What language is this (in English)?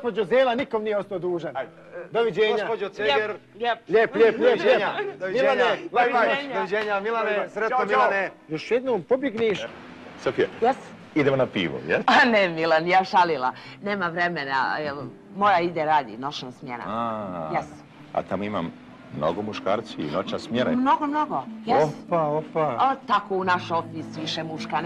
Bosnian